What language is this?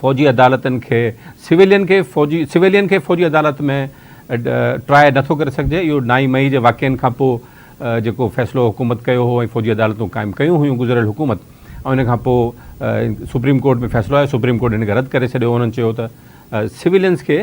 Sindhi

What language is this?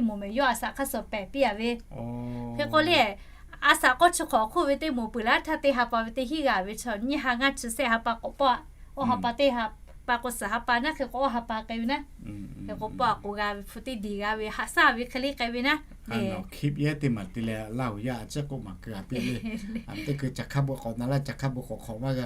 Lahu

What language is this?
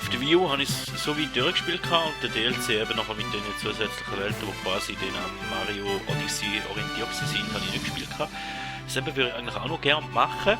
Swiss German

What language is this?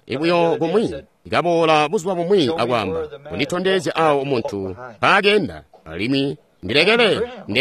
Tonga (Zambia)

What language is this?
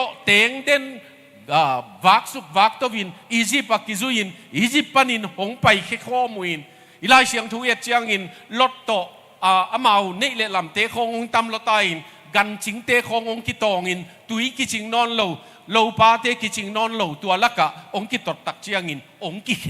Tedim Chin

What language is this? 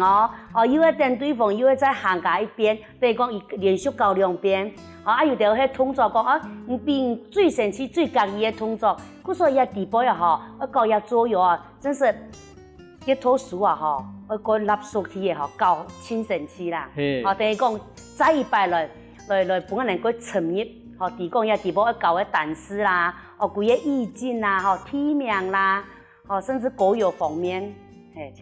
Hakka Chinese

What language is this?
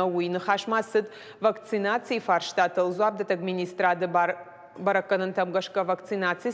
Ossetic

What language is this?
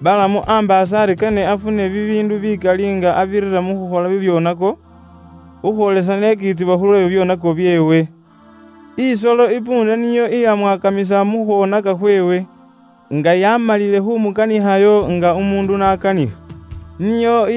Luyia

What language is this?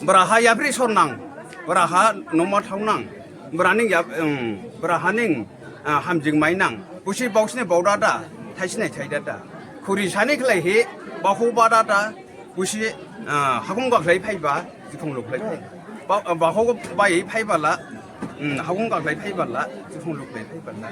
Dimasa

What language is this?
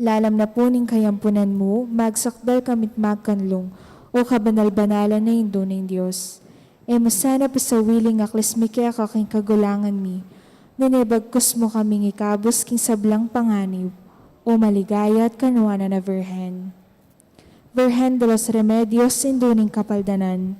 Pampanga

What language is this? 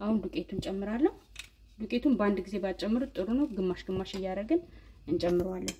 Amharic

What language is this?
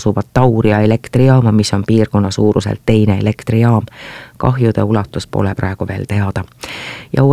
Estonian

